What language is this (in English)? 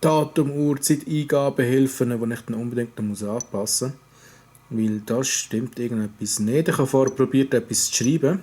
Swiss German